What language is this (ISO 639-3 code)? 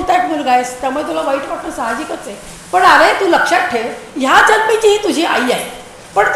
mar